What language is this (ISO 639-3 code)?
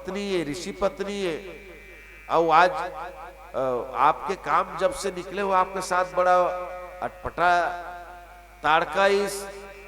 hne